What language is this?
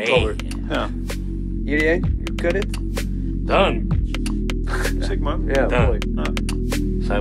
Dutch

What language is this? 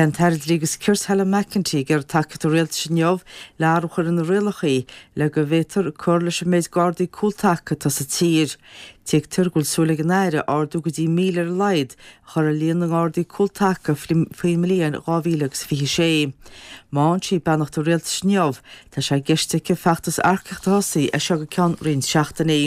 Irish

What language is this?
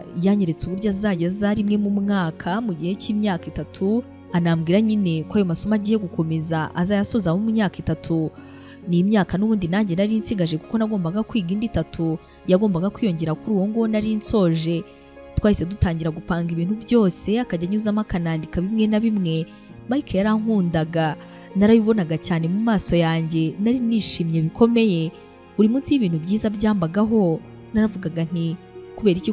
Kinyarwanda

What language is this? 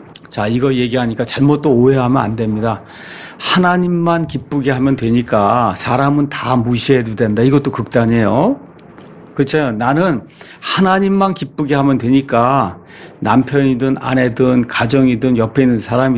Korean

